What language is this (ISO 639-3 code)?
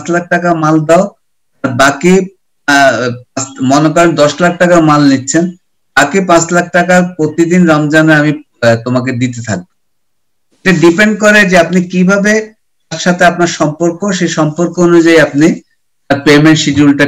ben